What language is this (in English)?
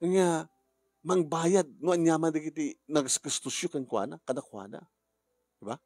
Iloko